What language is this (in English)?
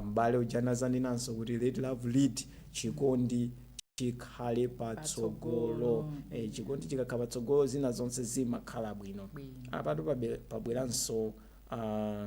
Nyanja